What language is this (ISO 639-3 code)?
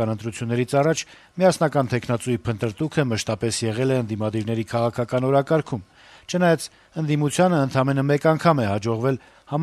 hye